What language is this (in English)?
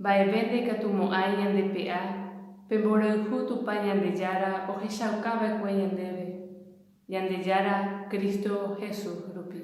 Guarani